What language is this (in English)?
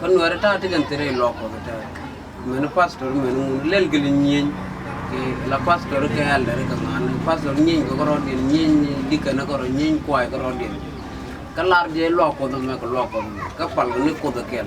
Nuer